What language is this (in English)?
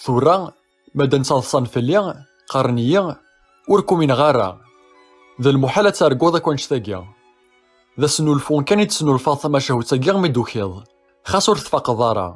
Kabyle